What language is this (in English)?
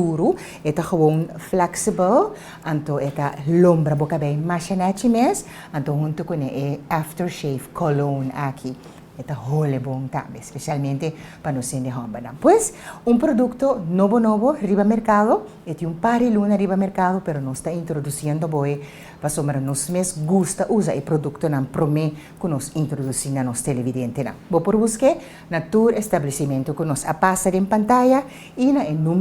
Papiamento